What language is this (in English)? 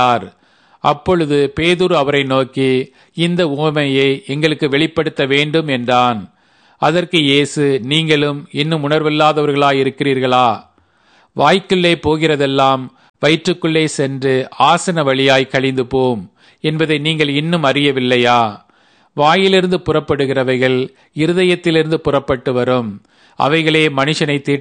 Tamil